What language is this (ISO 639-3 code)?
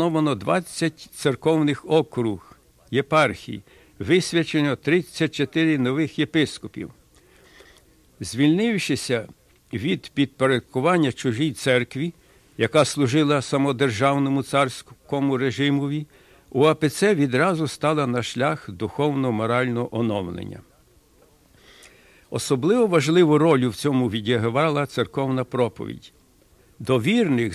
ukr